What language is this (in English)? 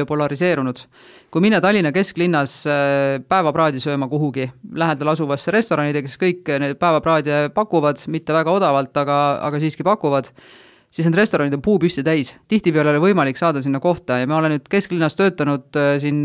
Estonian